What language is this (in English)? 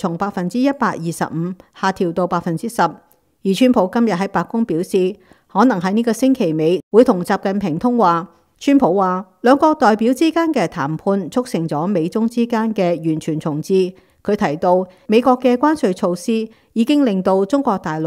Cantonese